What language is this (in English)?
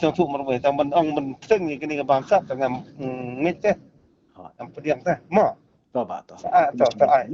Khasi